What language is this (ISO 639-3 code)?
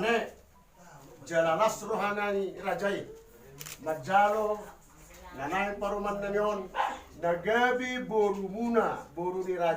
bbc